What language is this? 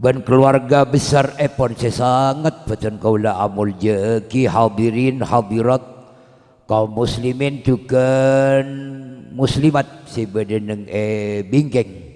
Madurese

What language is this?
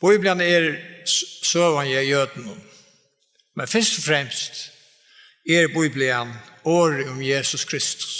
Faroese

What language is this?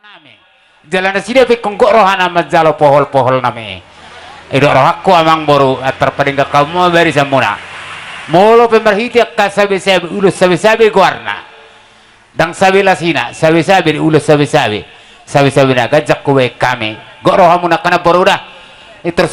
Batak Toba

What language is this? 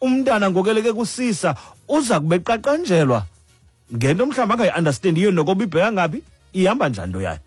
Xhosa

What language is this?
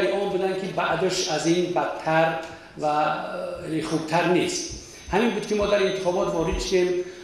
Tajik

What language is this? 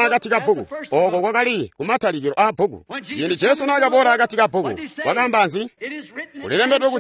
Tonga (Zambia)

